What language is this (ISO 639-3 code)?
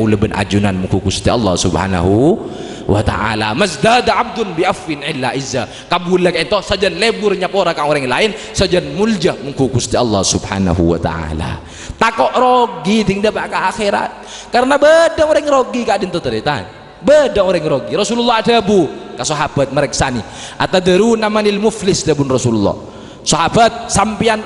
mad